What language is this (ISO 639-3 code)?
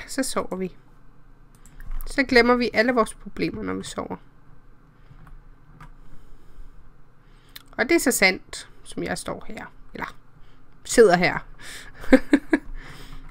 dan